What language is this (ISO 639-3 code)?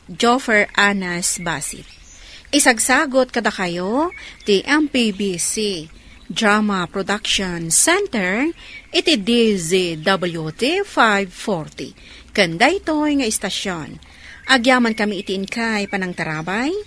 ilo